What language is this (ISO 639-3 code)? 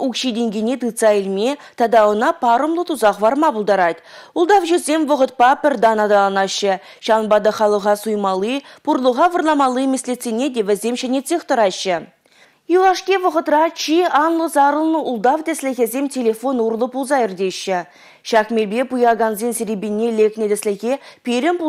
chv